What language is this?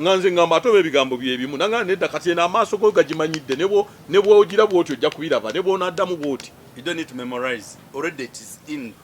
Ganda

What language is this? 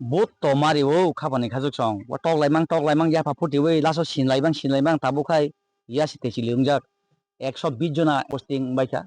Kok Borok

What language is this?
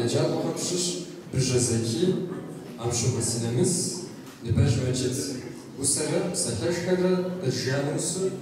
Kabardian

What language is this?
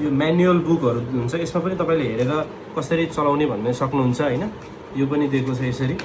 Nepali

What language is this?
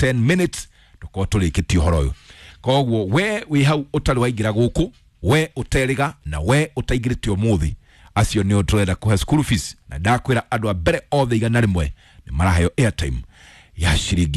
Kikuyu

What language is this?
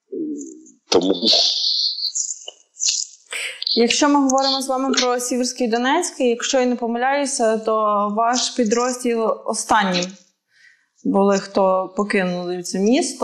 Ukrainian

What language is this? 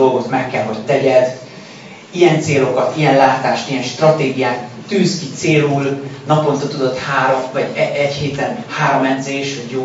Hungarian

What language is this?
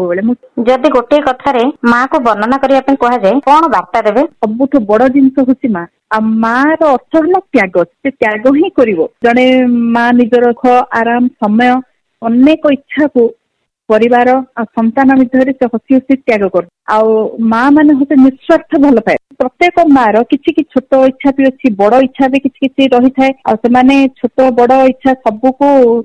Odia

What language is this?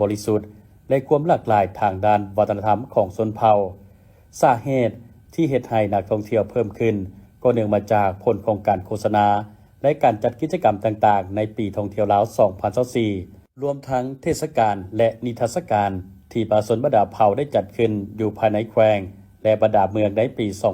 Lao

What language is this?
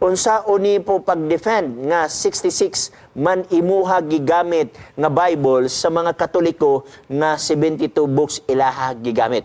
Cebuano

